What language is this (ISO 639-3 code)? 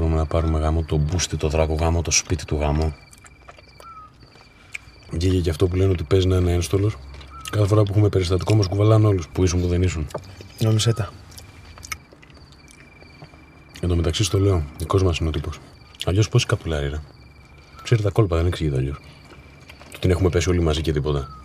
ell